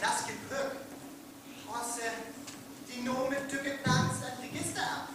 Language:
Northern Frisian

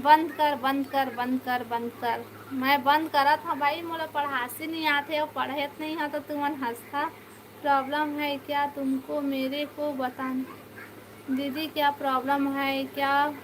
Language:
Chhattisgarhi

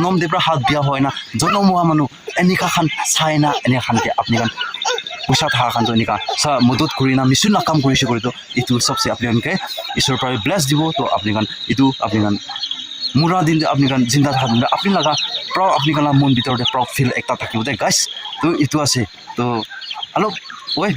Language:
Naga Pidgin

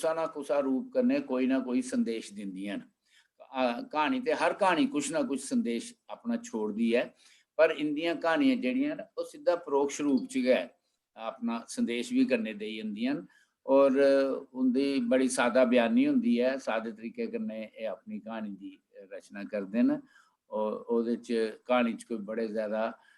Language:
Dogri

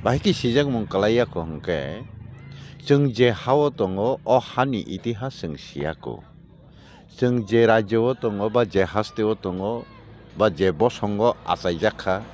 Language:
Kok Borok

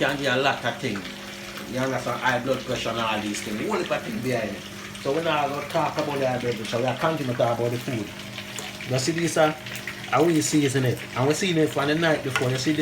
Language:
Jamaican Creole English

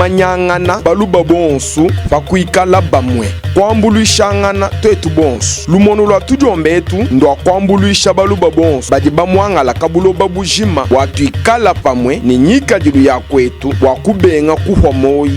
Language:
Luba-Lulua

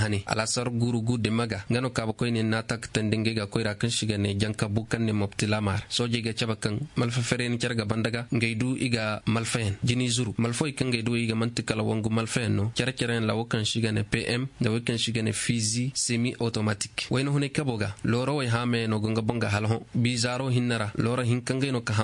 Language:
Koyraboro Senni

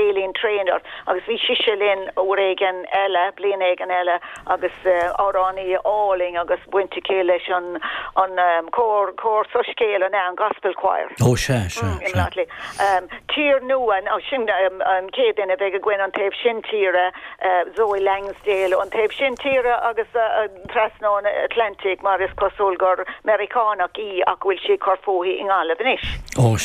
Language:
Irish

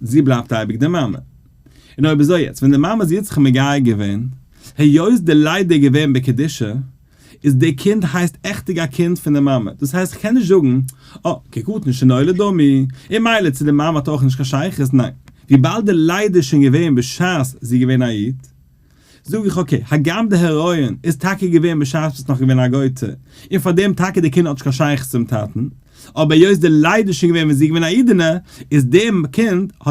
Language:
Yiddish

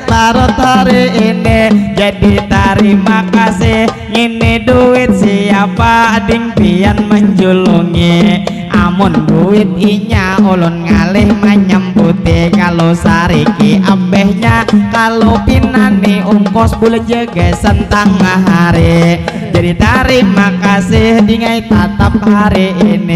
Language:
Banjar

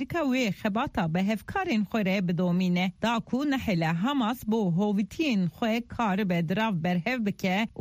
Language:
Kurdish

